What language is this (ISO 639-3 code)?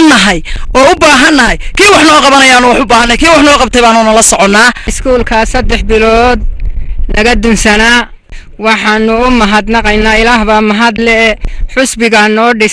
som